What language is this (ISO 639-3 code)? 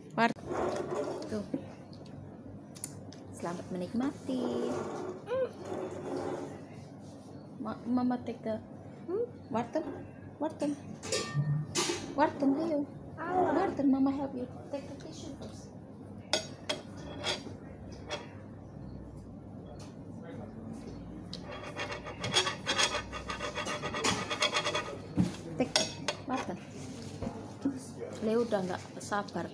ind